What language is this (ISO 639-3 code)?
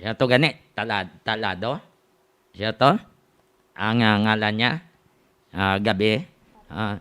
hil